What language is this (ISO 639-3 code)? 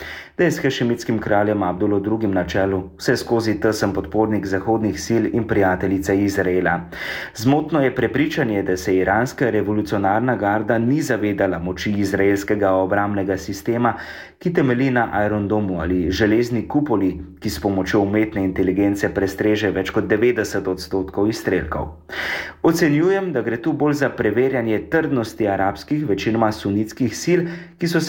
slv